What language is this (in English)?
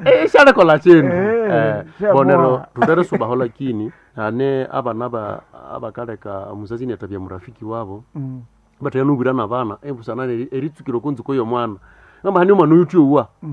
Nande